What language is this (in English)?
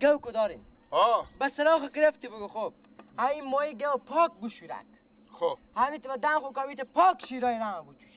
Persian